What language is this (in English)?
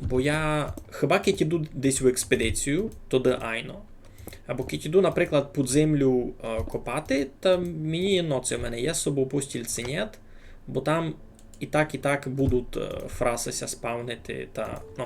Rusyn